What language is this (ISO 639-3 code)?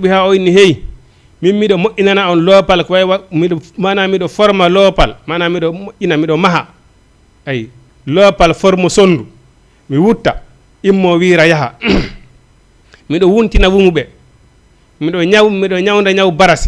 ful